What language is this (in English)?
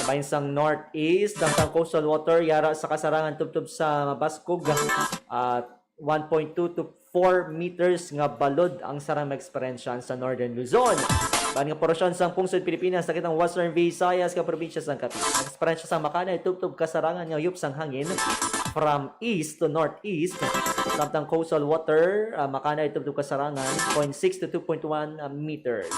Hiligaynon